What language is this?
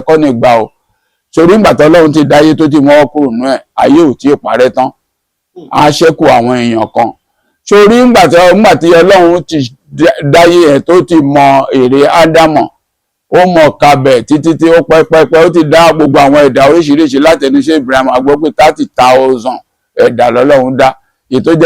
Yoruba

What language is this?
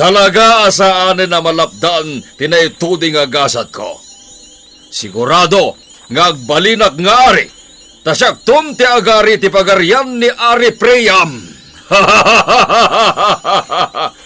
Iloko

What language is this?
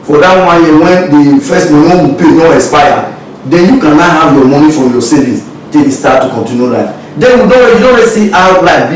Nigerian Pidgin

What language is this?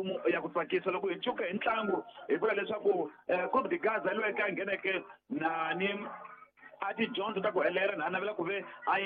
Tsonga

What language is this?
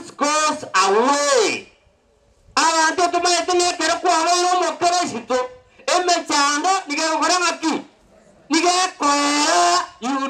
Gusii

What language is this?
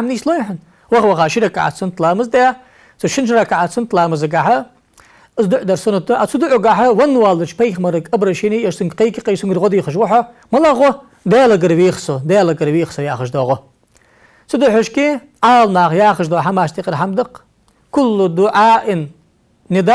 Ingush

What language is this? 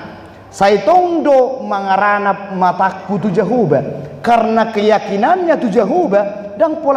Batak Toba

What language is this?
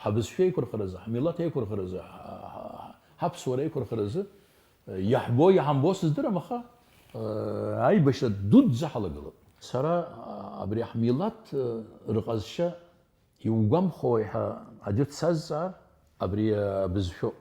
Abkhazian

